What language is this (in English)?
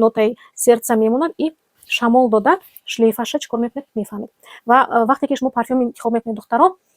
Tajik